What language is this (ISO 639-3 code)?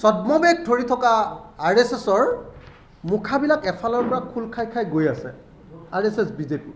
asm